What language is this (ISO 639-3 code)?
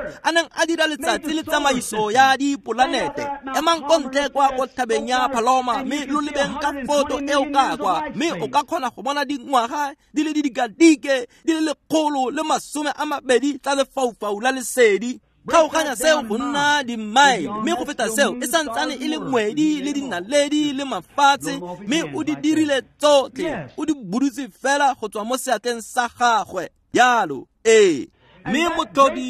tsn